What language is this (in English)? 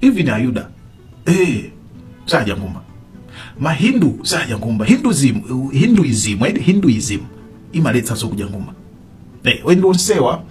Nyanja